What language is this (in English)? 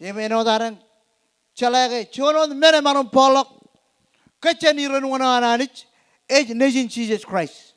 Marshallese